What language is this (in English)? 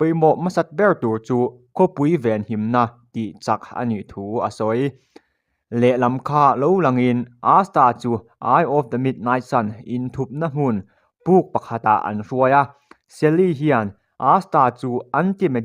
Mizo